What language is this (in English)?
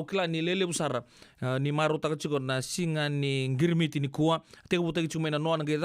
Fijian